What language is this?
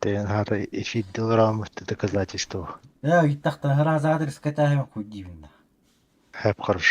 Yakut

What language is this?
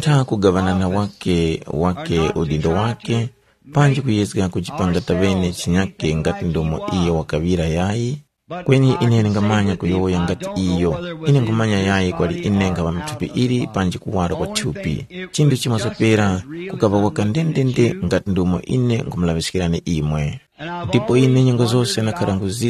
Tumbuka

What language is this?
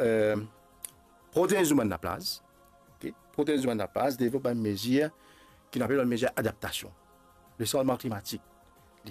Morisyen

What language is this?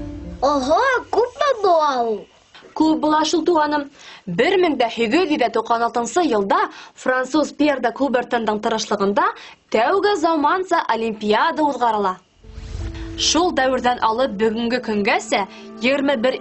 Bashkir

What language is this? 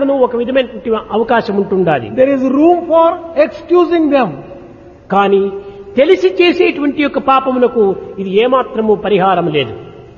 Telugu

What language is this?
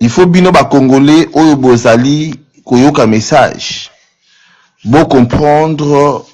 Lingala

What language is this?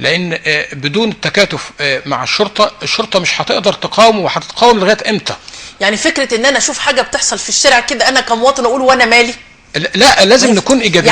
Egyptian Arabic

